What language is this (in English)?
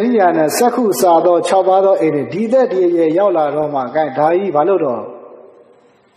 Burmese